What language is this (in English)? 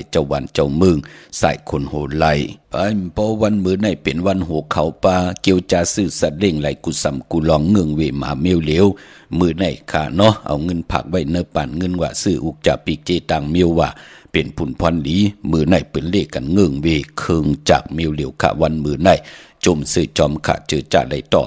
Shan